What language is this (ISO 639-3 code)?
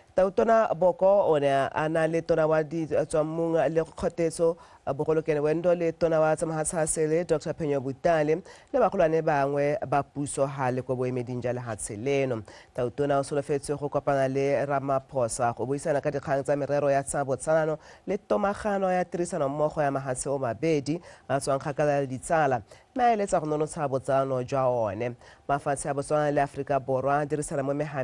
tsn